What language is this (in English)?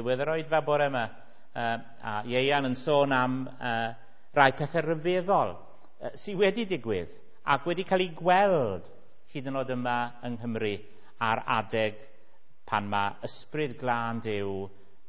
Welsh